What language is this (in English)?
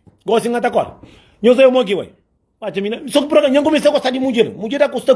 Kabuverdianu